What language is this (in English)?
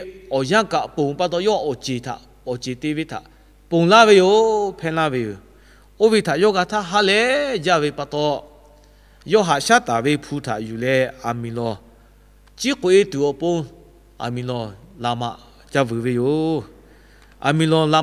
Lahu